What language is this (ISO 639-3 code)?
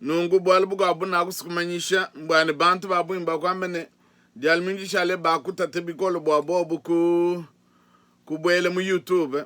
lua